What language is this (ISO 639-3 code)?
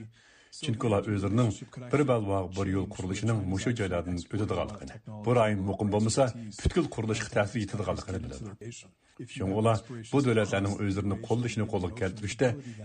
uig